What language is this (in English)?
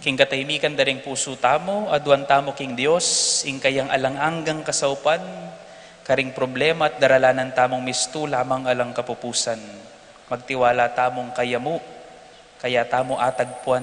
Pampanga